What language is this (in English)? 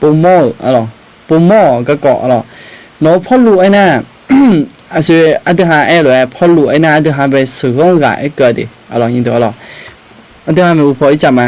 Akha